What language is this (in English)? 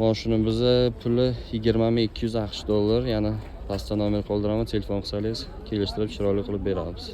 Uzbek